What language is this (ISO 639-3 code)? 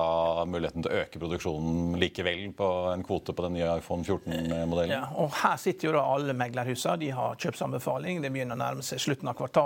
nor